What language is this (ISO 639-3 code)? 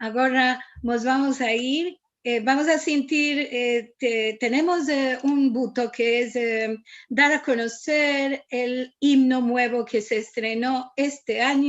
lad